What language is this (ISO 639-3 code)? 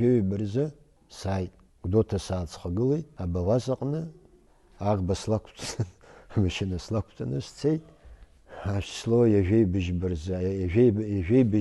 abk